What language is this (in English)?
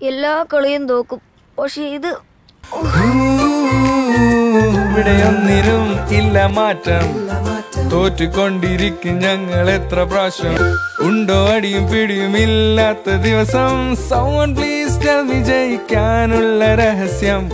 Malayalam